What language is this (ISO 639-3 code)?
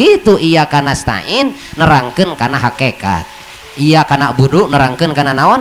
sun